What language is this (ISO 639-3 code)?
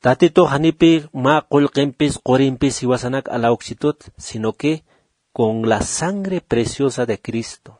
aym